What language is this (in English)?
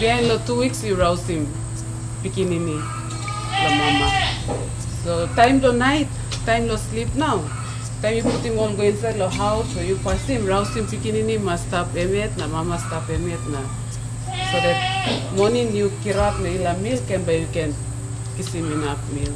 Tok Pisin